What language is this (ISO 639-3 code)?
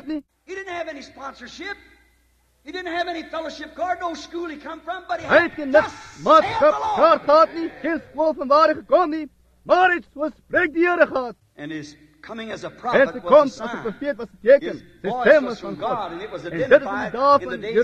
afr